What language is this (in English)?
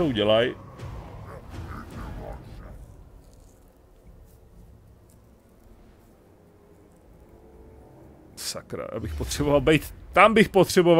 Czech